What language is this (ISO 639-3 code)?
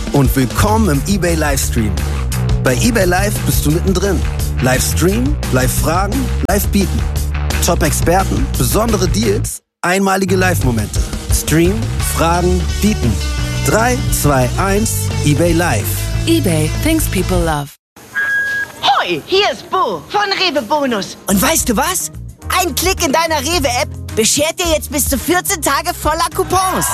deu